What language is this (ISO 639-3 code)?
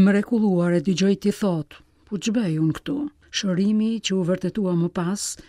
sqi